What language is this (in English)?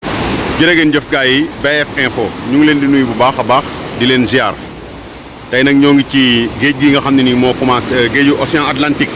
Wolof